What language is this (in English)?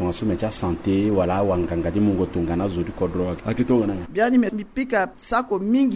Sango